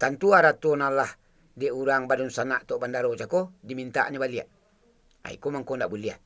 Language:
Minangkabau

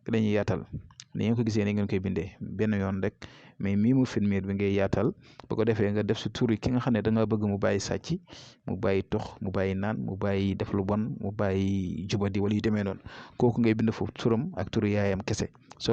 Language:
Wolof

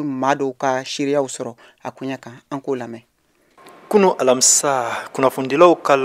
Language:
Bambara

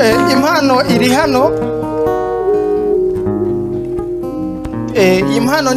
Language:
Kinyarwanda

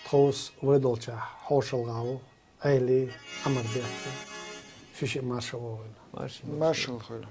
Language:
Chechen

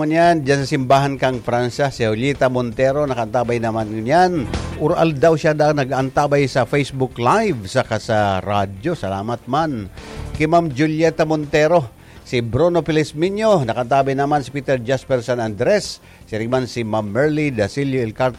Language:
Bikol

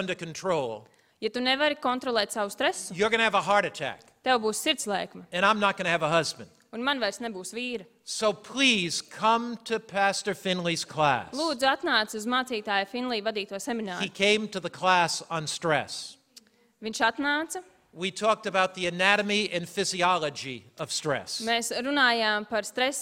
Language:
Latvian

